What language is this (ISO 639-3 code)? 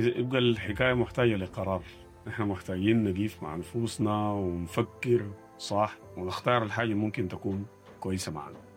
apd